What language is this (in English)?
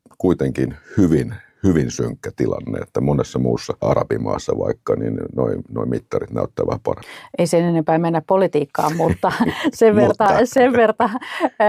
Finnish